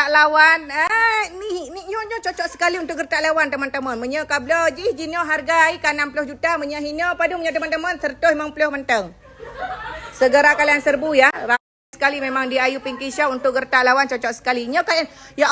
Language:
Achinese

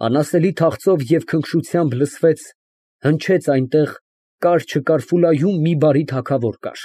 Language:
Armenian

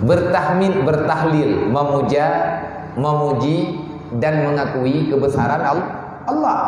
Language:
Achinese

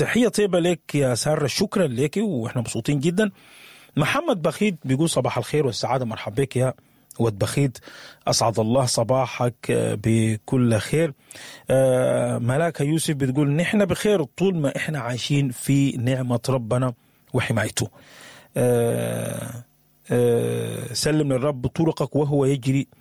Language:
Sudanese Arabic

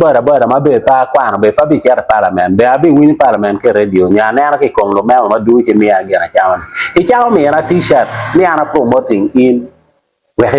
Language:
Acoli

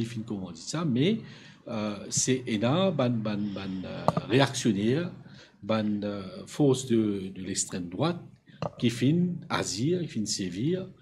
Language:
Morisyen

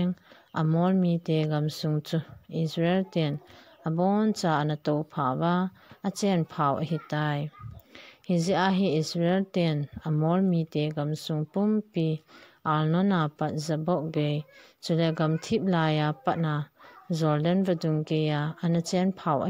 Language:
Thado Chin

